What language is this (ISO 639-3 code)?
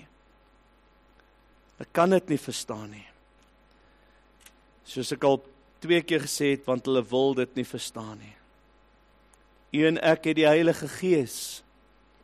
afr